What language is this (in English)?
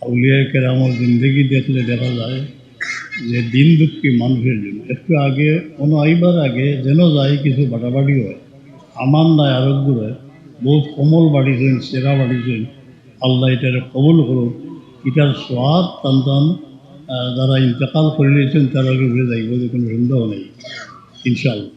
Sylheti